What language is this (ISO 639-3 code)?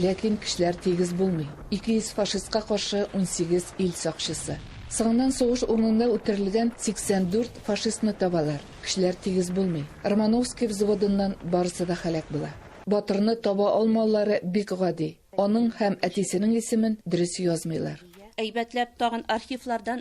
tat